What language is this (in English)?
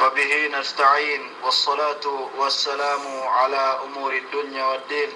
Yakan